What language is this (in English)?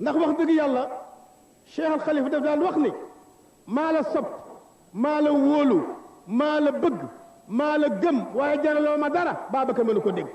Wolof